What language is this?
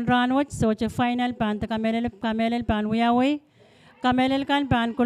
Pohnpeian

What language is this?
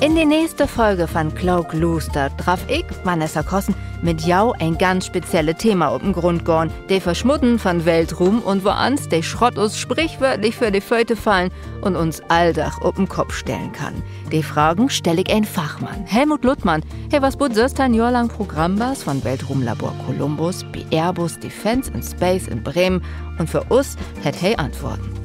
Low German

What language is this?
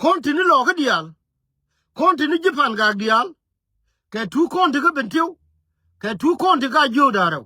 Nuer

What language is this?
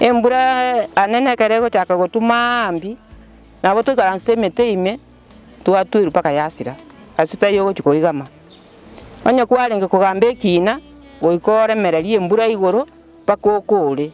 Gusii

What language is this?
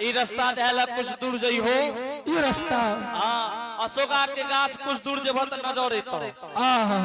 Angika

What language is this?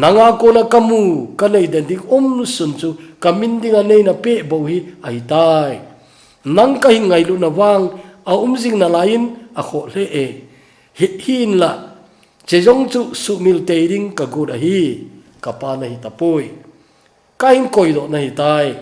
Thado Chin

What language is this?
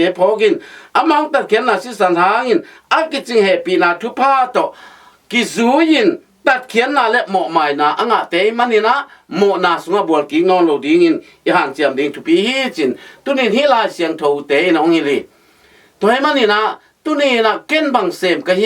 Tedim Chin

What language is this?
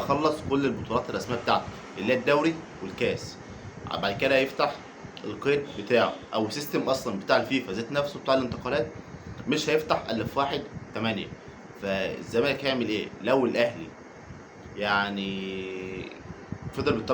Egyptian Arabic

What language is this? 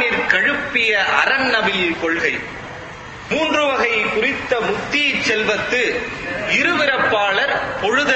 Tamil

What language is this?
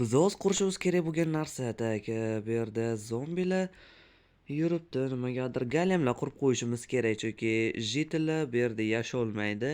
Uzbek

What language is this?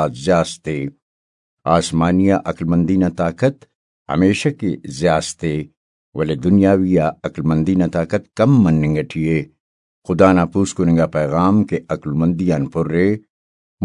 Brahui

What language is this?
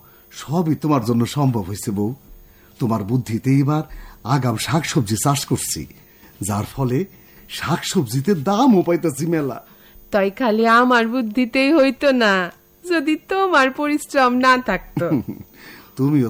Bangla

